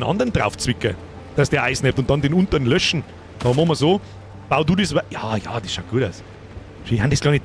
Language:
Bavarian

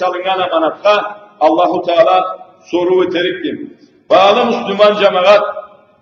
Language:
Karachay-Balkar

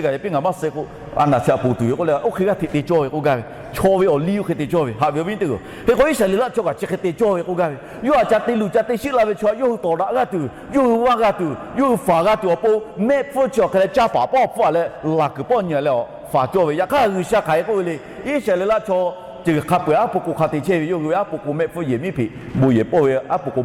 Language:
Lahu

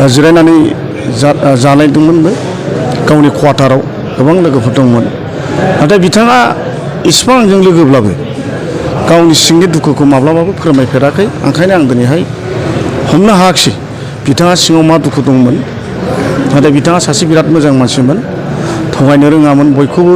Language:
Bodo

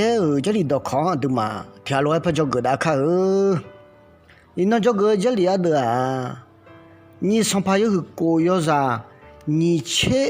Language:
Akha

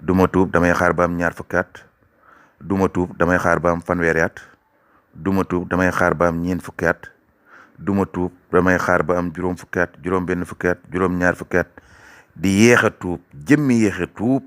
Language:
Wolof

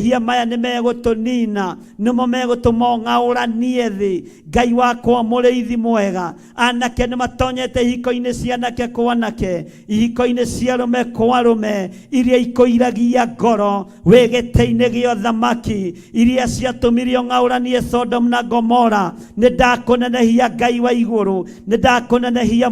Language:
Kikuyu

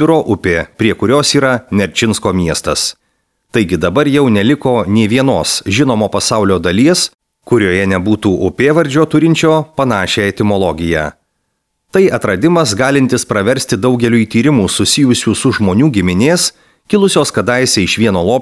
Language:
Lithuanian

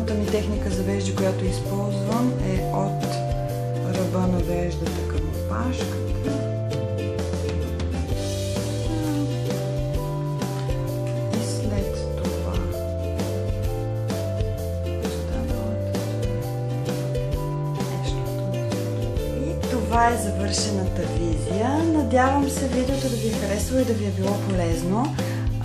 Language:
Bulgarian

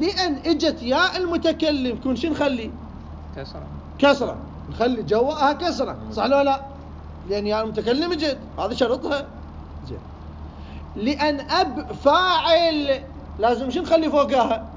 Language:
Mesopotamian Arabic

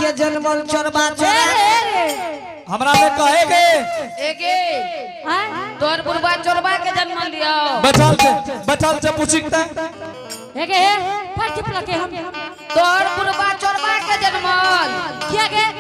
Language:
Angika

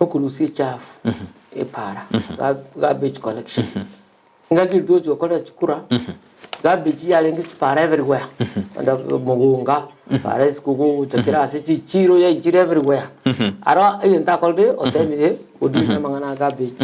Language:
Gusii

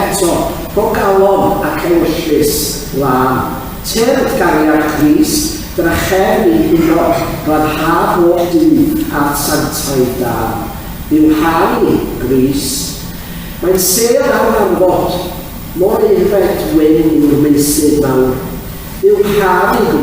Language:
Welsh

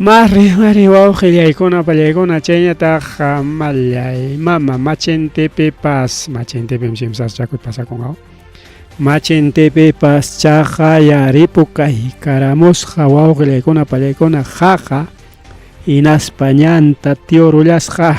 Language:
Ayacucho Quechua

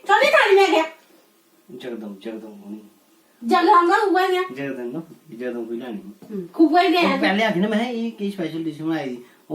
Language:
Dogri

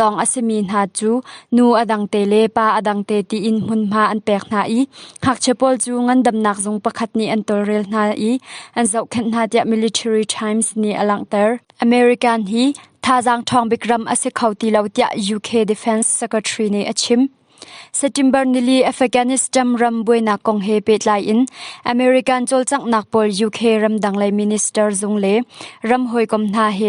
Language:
Hakha Chin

